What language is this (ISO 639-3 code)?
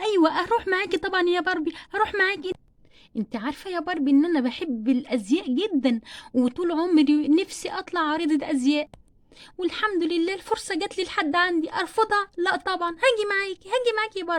arz